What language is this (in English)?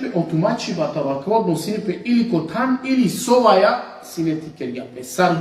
Balkan Romani